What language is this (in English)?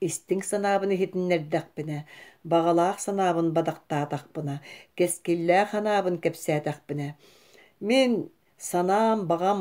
Yakut